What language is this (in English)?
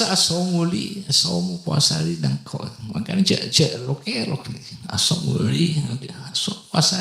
Madurese